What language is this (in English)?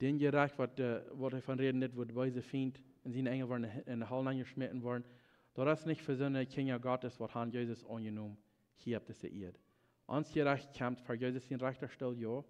Plautdietsch